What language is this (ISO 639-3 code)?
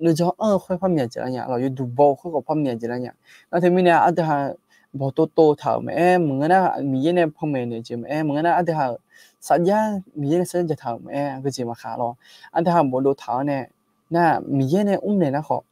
ahk